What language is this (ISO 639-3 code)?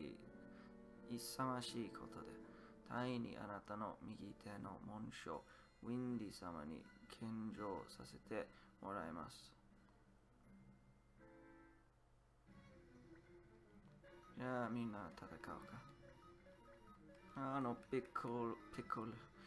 jpn